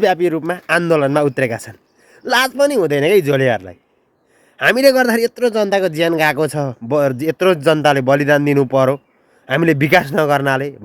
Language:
Nepali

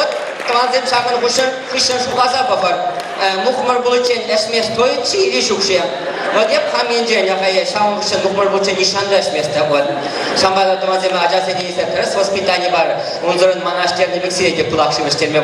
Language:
Chuvash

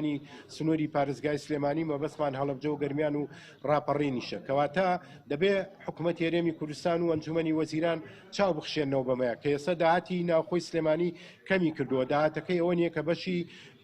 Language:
Central Kurdish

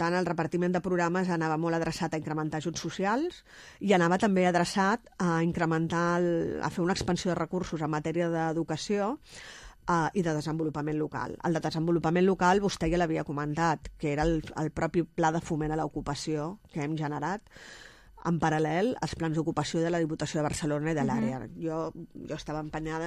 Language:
Catalan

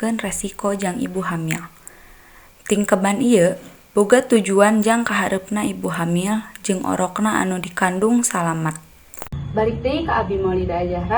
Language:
Sundanese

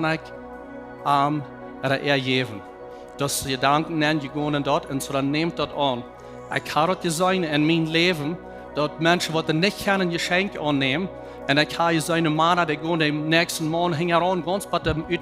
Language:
Plautdietsch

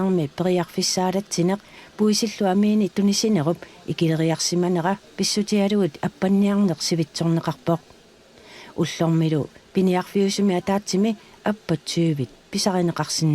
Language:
Kalaallisut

